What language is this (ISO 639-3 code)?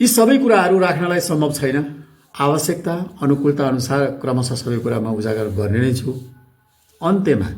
nep